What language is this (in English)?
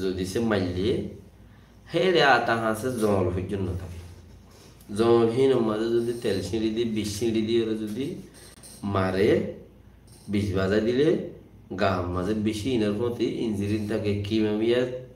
Rohingya